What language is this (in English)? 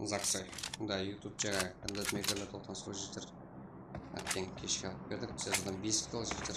Kara-Kalpak